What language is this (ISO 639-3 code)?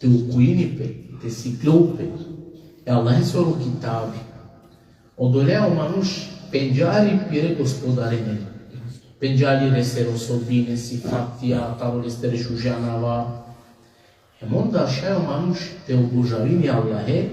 rmn